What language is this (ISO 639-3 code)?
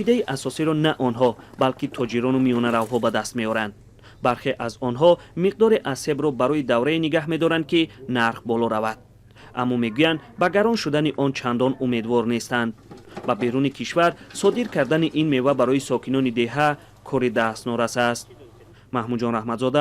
tgk